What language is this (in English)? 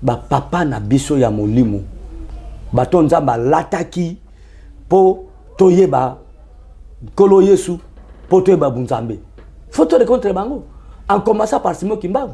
Lingala